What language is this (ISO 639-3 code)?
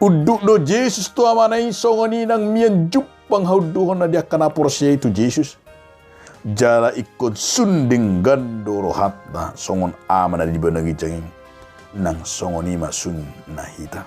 bbc